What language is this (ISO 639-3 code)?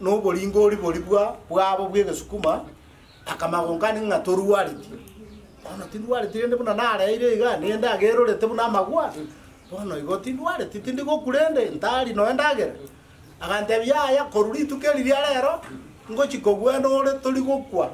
guz